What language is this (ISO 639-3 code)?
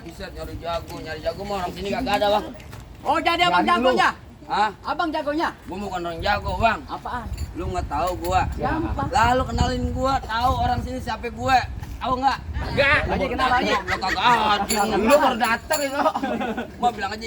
bew